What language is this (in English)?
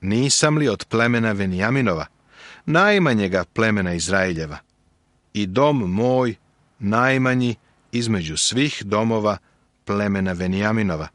Serbian